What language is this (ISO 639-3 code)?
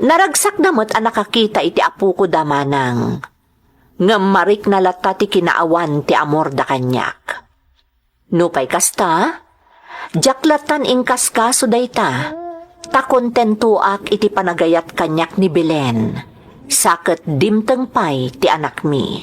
ilo